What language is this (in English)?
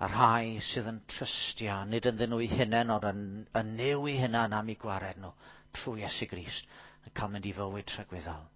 Welsh